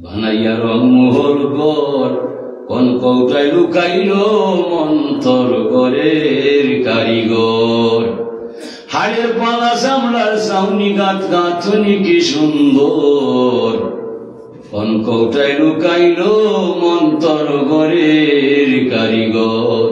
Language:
Sylheti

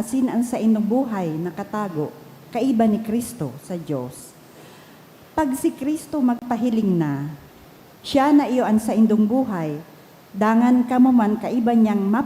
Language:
Bikol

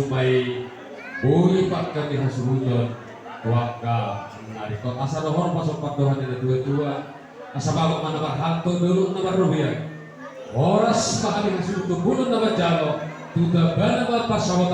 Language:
Batak Toba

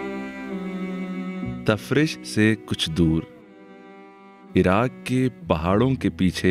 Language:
Urdu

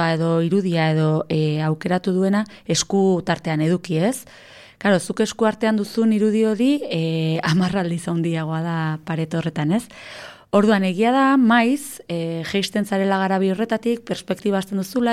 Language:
Basque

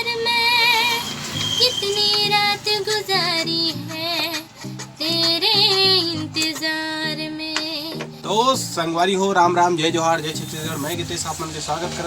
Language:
Chhattisgarhi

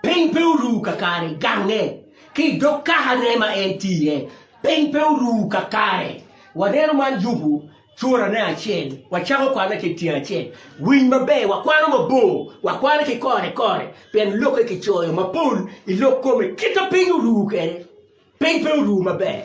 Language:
Acoli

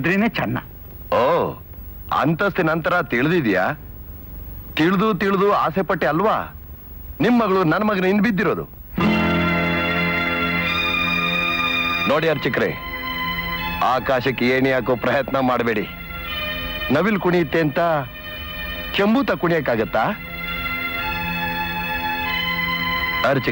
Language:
Kannada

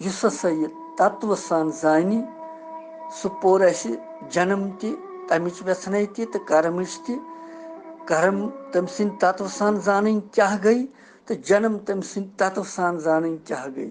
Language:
Kashmiri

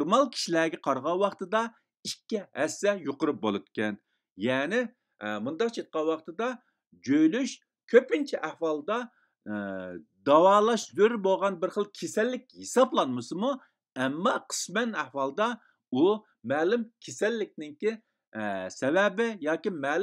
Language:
Uyghur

